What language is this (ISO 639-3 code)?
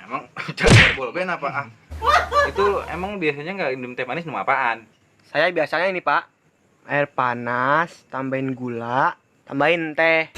bew